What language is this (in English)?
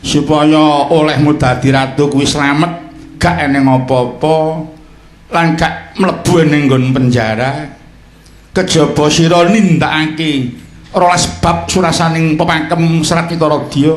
Javanese